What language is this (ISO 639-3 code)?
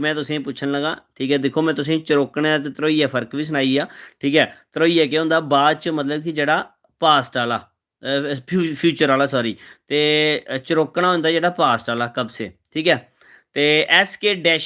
doi